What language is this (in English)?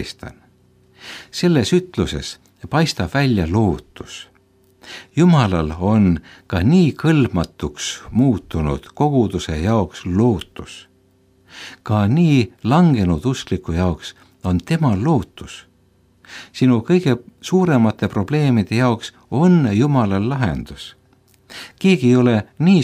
Estonian